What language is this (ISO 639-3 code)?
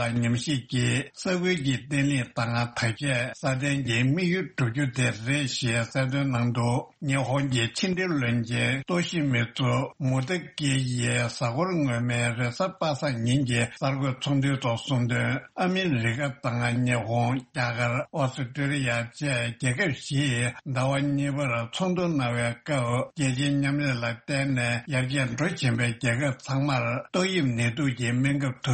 bod